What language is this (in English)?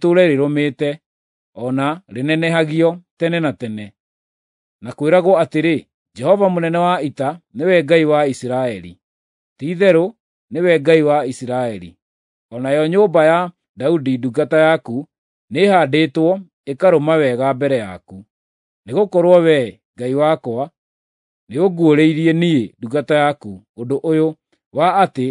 Kikuyu